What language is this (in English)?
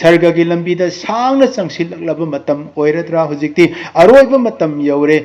Manipuri